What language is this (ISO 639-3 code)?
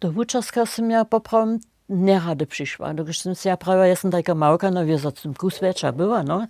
hsb